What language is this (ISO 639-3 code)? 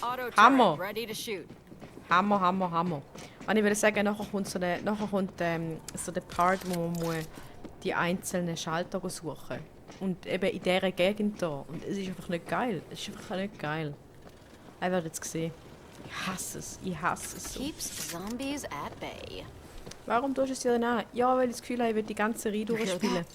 gsw